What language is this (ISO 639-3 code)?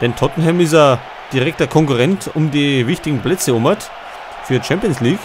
bar